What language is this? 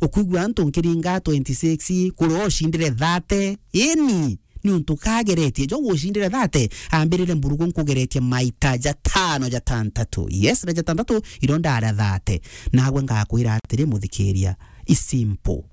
Meru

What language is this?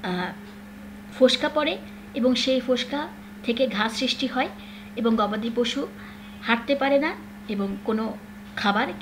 Bangla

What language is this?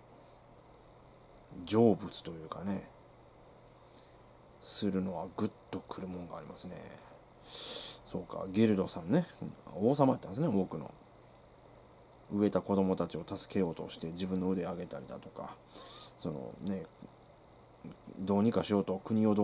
Japanese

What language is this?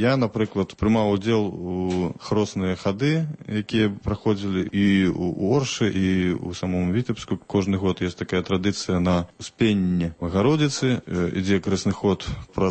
Belarusian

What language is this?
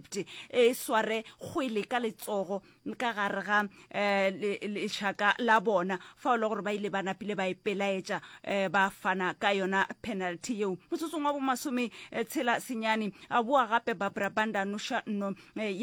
Northern Sotho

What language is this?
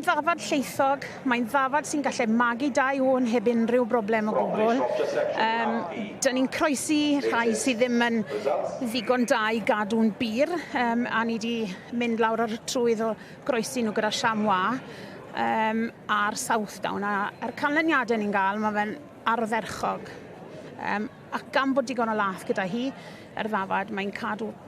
Welsh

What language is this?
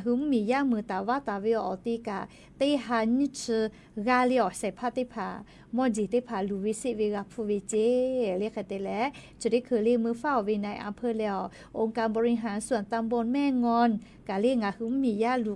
Lahu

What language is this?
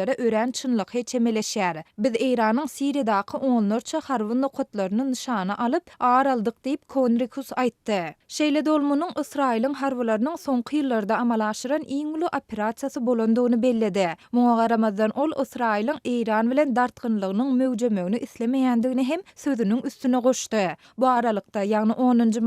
Turkmen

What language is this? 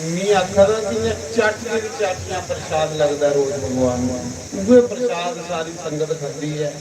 Dogri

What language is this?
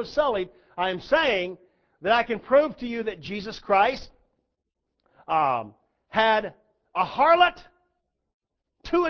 English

